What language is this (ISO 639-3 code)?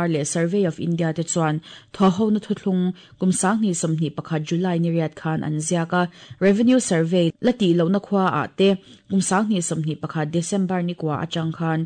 lus